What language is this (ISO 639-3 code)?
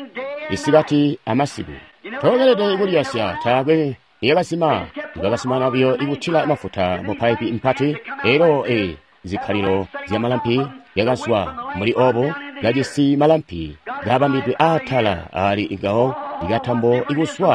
toi